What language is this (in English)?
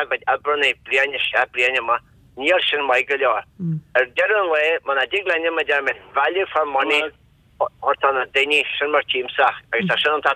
Irish